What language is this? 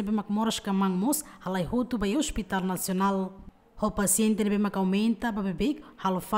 Tetum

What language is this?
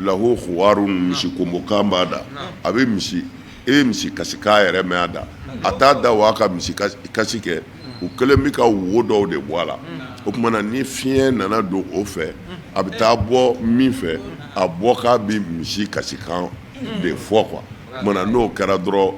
Bambara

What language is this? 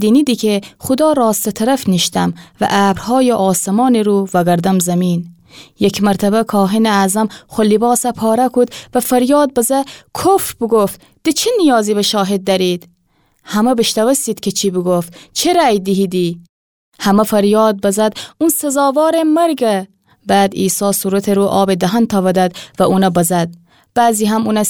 Gilaki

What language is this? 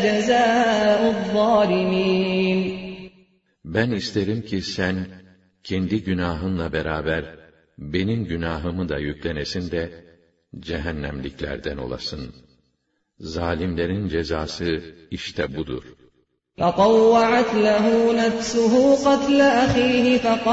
Turkish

